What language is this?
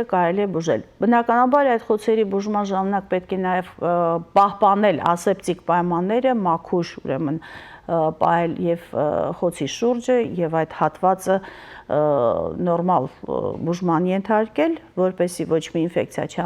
Western Armenian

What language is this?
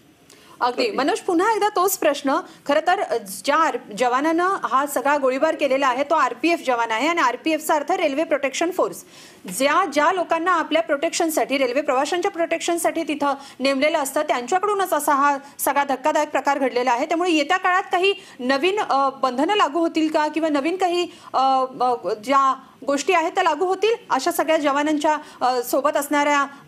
Marathi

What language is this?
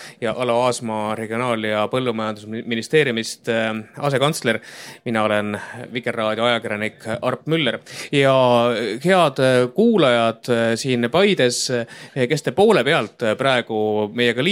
Estonian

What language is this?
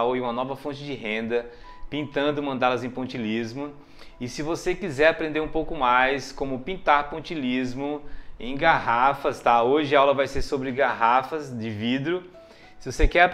Portuguese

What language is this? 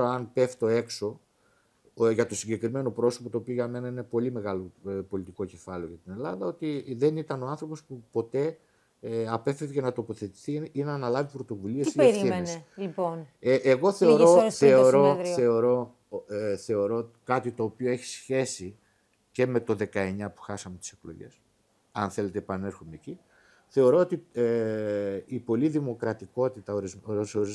Greek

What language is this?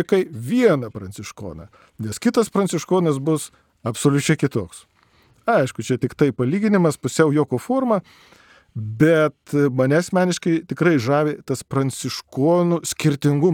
Lithuanian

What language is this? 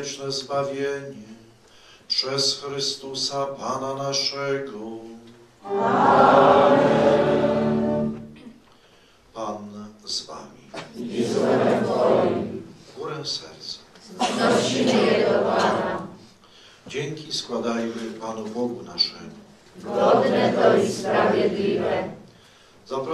Polish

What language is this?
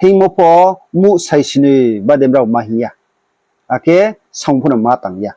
Riang (India)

